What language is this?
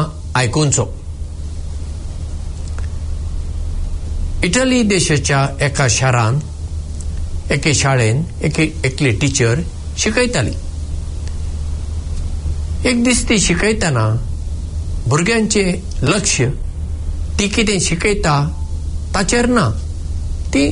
Konkani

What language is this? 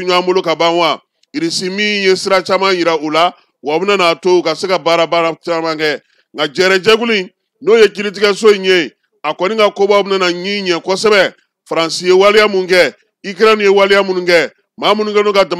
Bambara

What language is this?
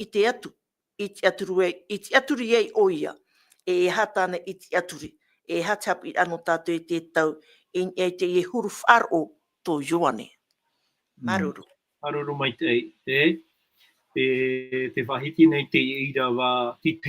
Tahitian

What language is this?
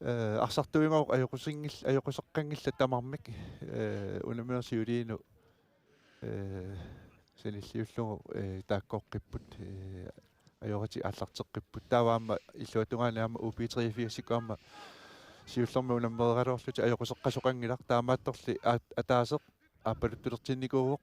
Kalaallisut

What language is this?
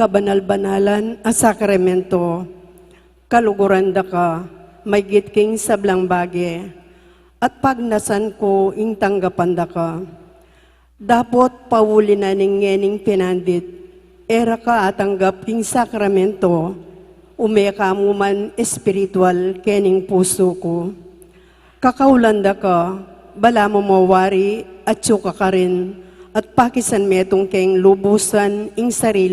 Pampanga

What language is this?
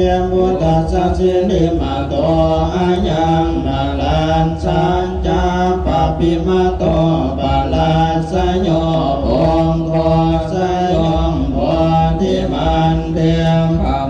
Pali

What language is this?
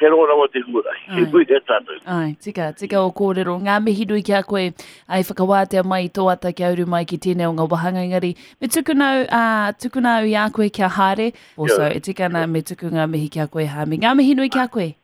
Māori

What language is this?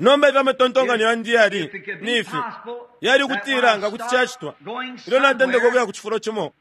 Bemba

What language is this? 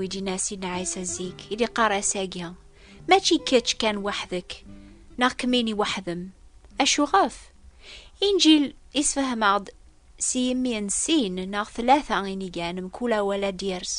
Kabyle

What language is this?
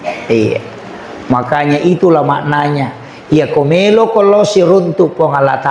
Buginese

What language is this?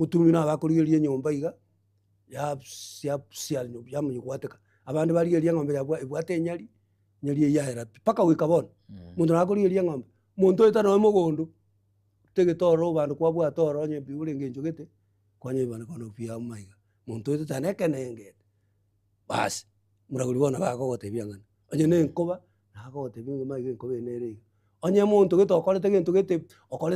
Gusii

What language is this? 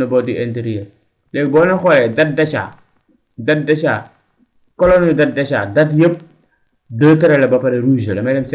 Wolof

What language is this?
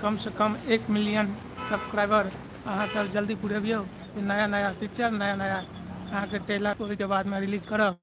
Maithili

